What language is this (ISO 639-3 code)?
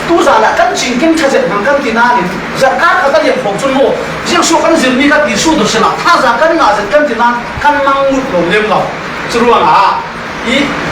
cfm